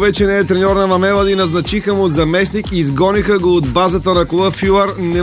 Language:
Bulgarian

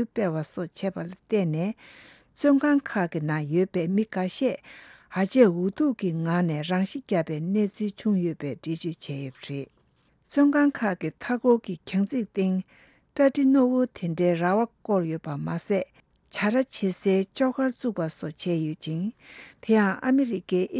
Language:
Tibetan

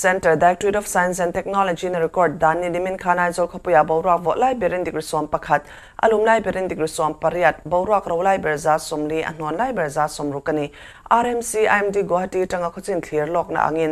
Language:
Mizo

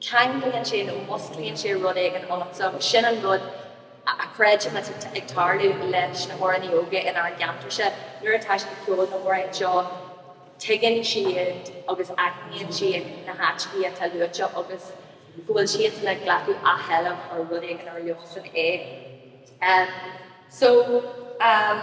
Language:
Irish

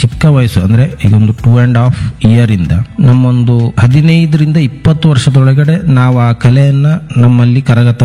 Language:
Kannada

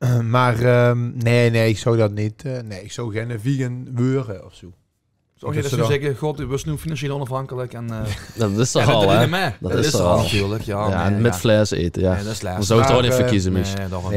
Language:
Limburgish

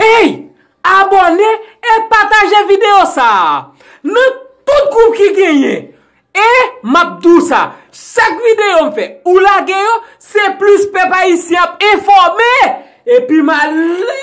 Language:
Haitian Creole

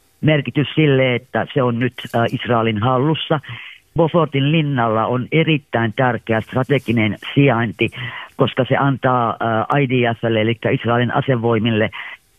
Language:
Finnish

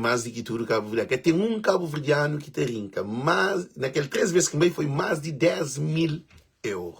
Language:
Kabuverdianu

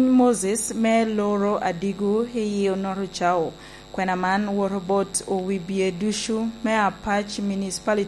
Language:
Lango (Uganda)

